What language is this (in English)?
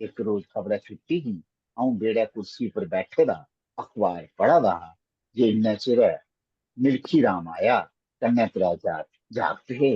Dogri